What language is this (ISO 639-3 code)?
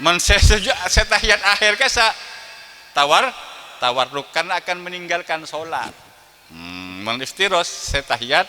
mad